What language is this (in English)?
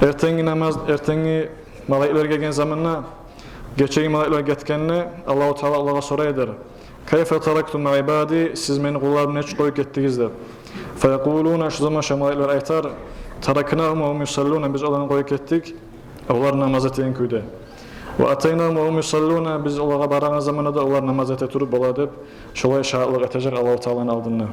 Kumyk